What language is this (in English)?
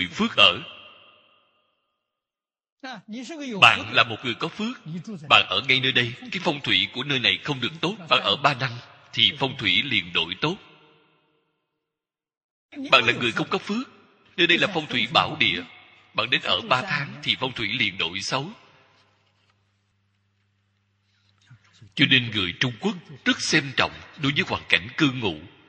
Vietnamese